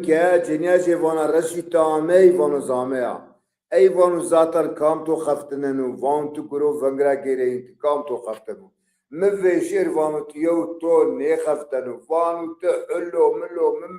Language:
Zaza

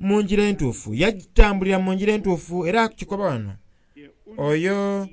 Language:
Soga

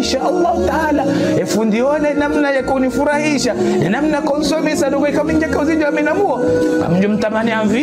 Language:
Ngazidja Comorian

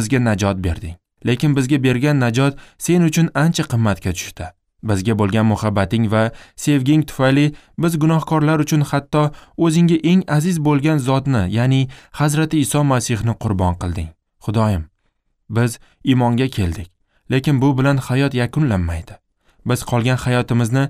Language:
Uzbek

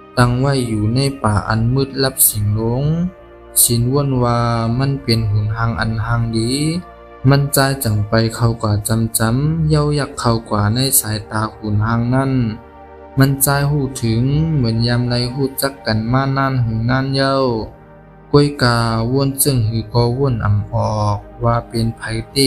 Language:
Shan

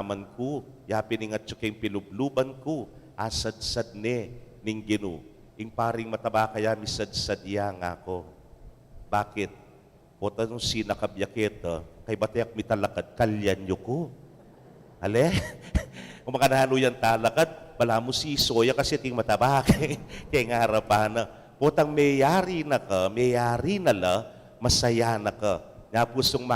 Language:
Pampanga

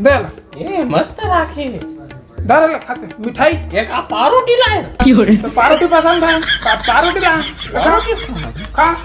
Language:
Chhattisgarhi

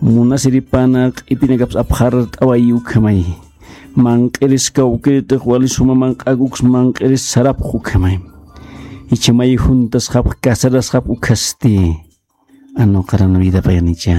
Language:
Aymara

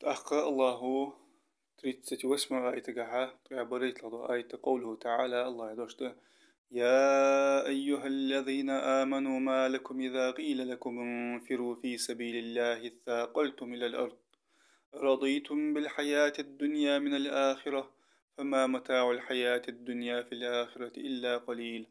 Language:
Ingush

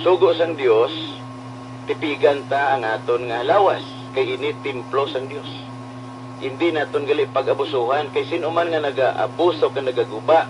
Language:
Hiligaynon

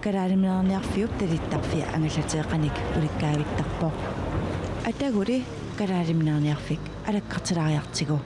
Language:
Kalaallisut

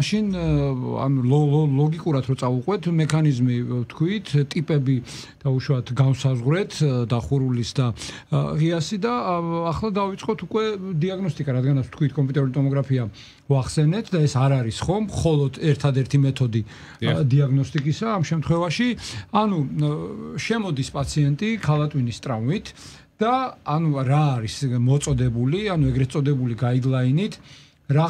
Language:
Georgian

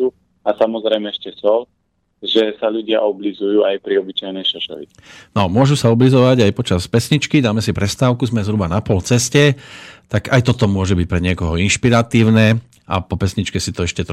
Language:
Slovak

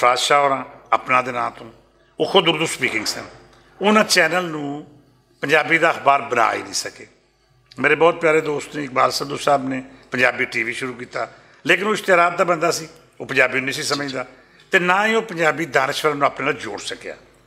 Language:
Western Panjabi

